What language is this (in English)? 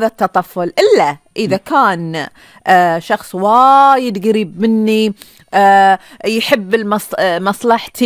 Gulf Arabic